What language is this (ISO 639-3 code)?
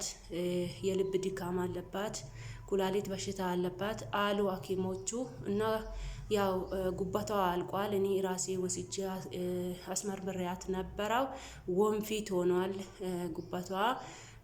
amh